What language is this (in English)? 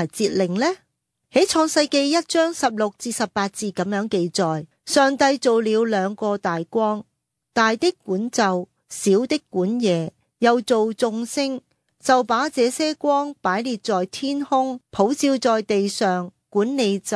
Cantonese